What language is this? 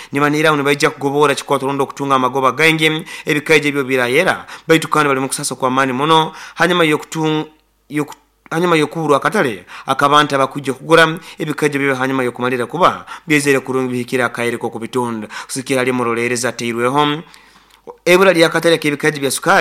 Nyoro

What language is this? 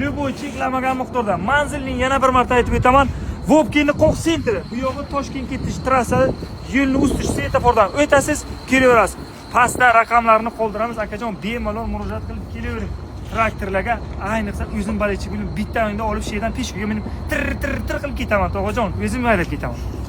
Uzbek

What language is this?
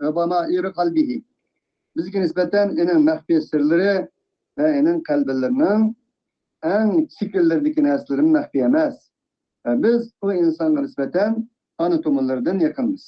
Uyghur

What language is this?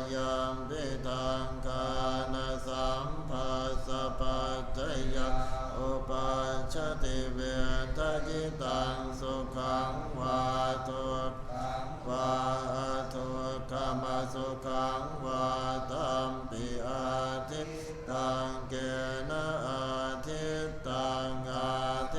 Pali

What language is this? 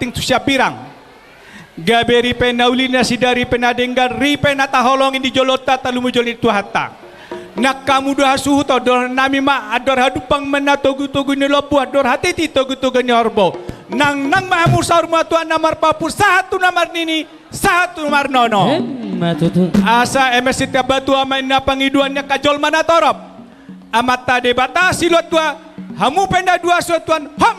Batak Toba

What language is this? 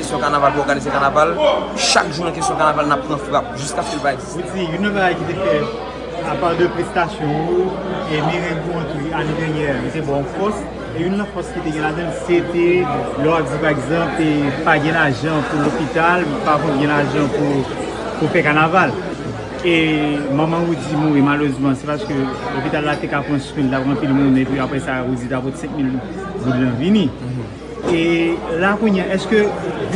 Haitian Creole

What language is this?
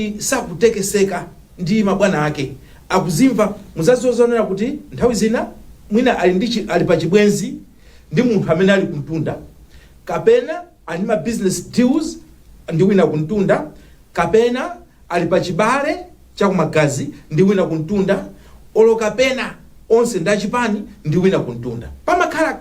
Nyanja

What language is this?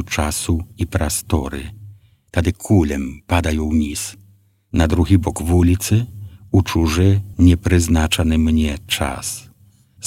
Belarusian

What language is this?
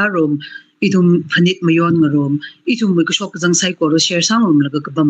Tangkhul Naga (India)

